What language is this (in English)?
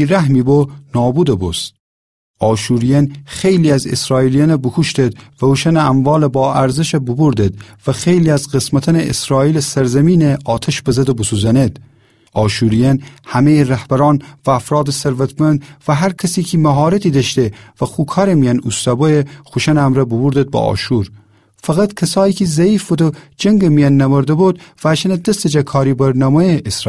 Gilaki